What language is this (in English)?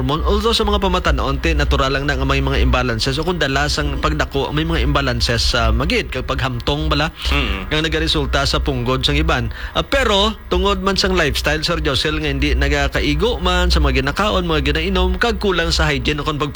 Hiligaynon